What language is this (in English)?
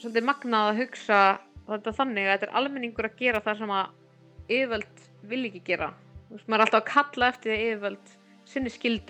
Icelandic